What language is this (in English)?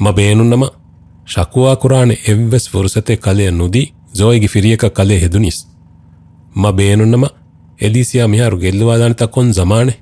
Divehi